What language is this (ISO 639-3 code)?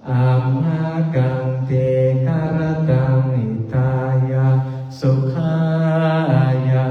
pli